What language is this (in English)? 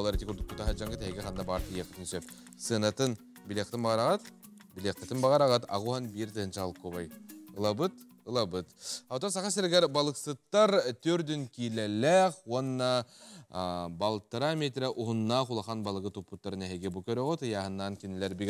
Yakut